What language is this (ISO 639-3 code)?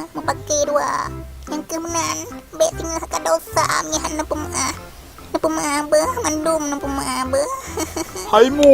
ace